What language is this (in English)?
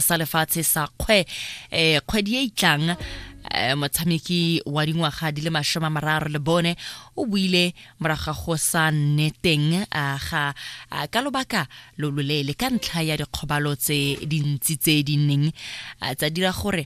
Tswana